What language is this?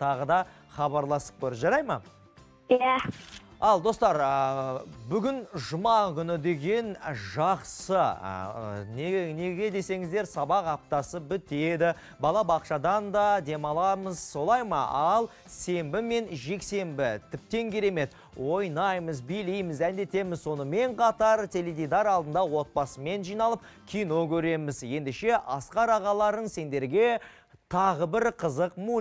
Kazakh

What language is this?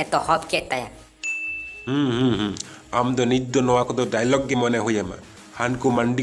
Santali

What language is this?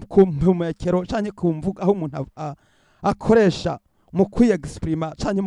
Rundi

